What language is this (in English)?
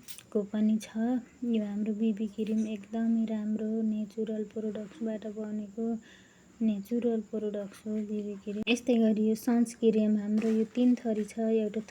Nepali